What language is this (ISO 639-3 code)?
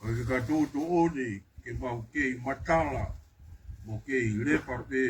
ton